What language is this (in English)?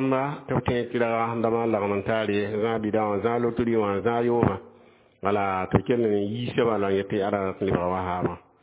Mossi